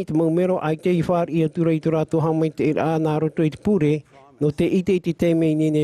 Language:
Tahitian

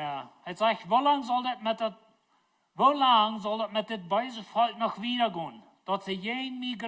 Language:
Plautdietsch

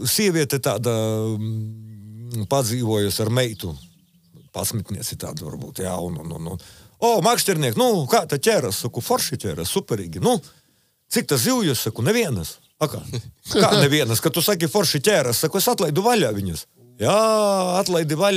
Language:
Latvian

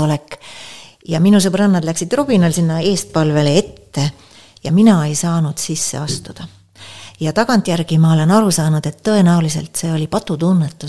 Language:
Estonian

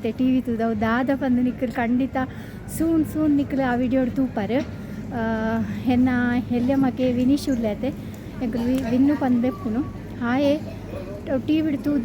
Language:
Tulu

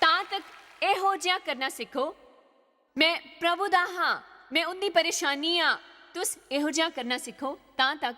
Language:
Dogri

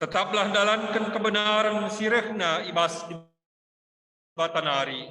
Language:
Batak Karo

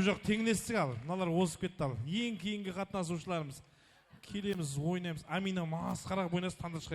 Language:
Kara-Kalpak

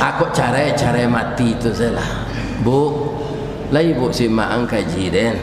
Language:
Minangkabau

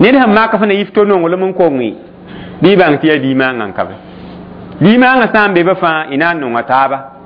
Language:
Mossi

